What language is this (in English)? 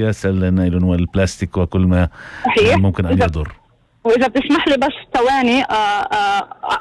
North Levantine Arabic